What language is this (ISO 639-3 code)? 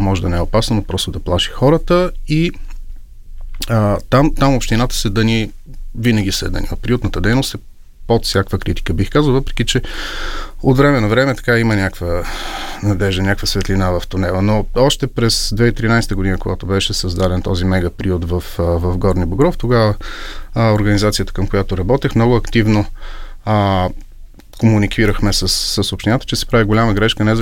bul